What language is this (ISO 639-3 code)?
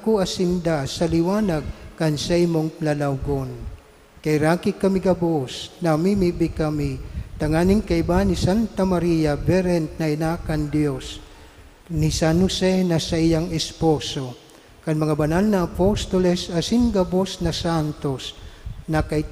bik